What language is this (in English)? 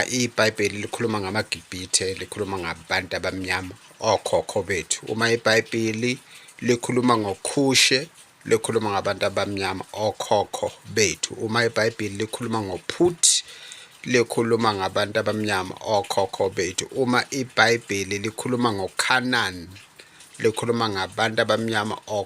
Zulu